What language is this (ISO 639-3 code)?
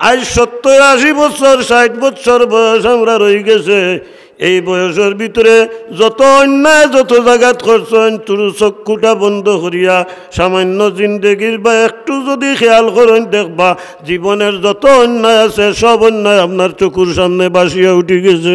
syl